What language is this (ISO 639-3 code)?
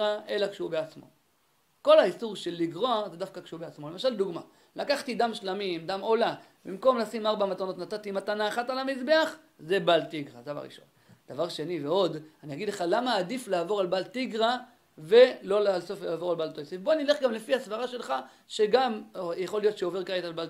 heb